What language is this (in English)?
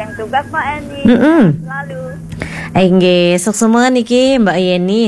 Balinese